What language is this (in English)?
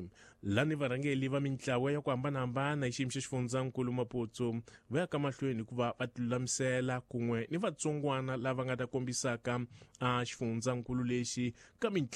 Tsonga